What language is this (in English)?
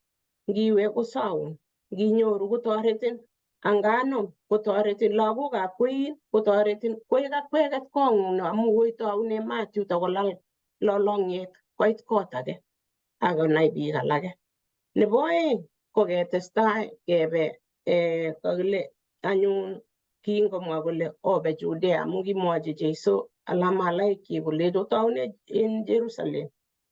Kalenjin